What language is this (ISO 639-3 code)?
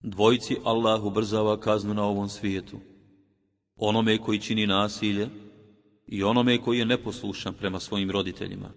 bos